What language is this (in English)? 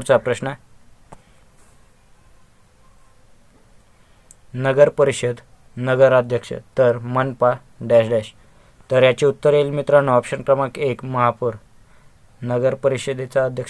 Marathi